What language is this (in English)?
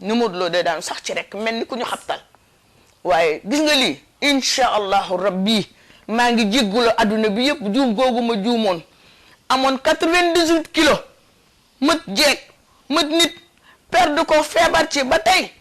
Wolof